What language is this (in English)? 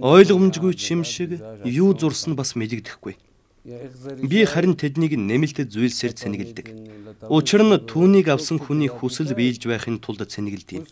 Mongolian